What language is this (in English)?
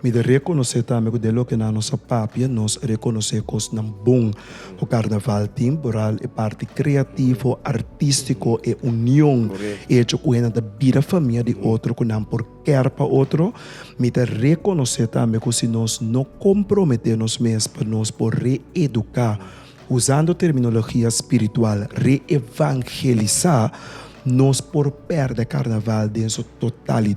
Papiamento